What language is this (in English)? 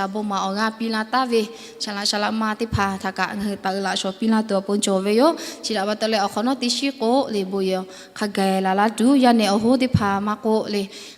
Lahu